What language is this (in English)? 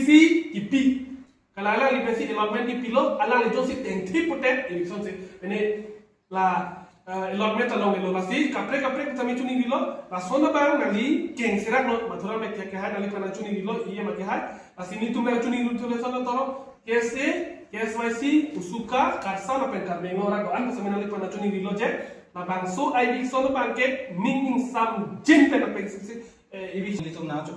Karbi